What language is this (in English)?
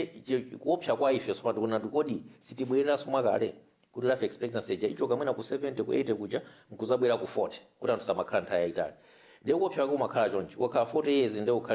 Nyanja